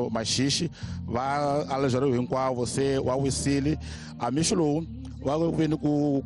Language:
Tsonga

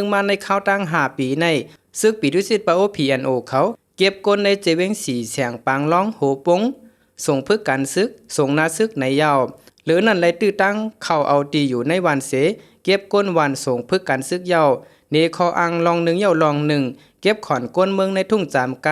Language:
Shan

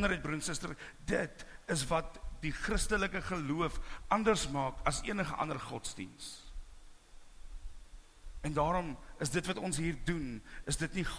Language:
Afrikaans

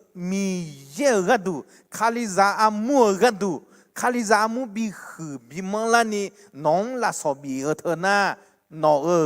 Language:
Akha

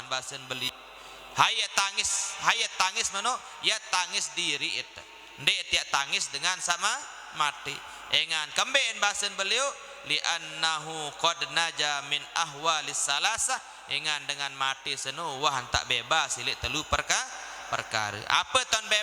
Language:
Sasak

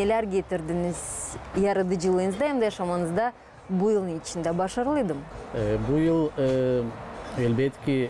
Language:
Gagauz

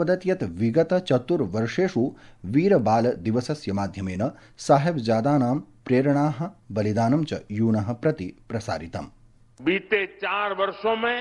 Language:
Sanskrit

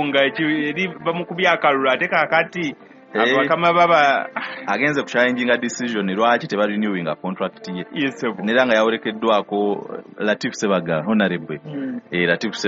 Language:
Ganda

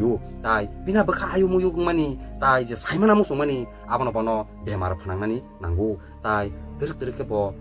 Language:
Kok Borok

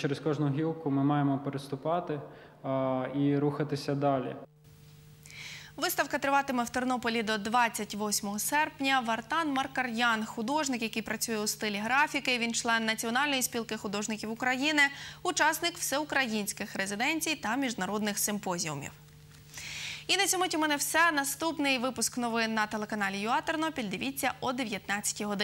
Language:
Ukrainian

